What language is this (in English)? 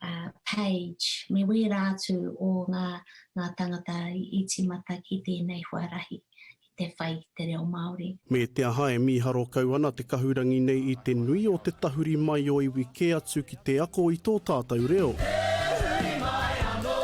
Māori